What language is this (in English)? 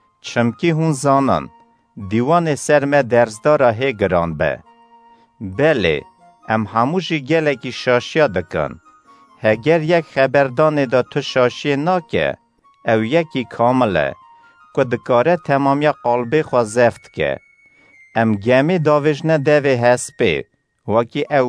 Kurdish